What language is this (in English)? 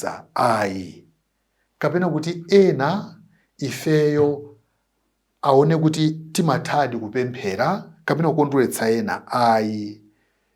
Nyanja